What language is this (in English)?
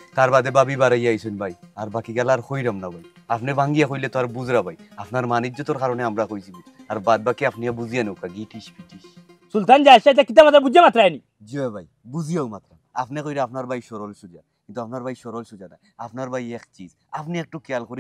Sylheti